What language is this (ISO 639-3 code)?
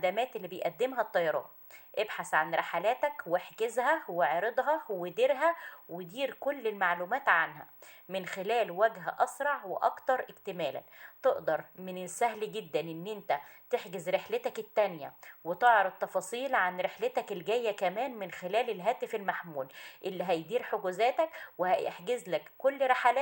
arz